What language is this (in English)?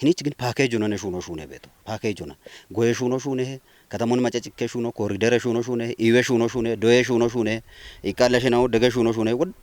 Kafa